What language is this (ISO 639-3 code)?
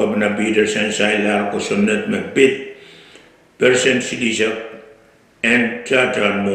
pon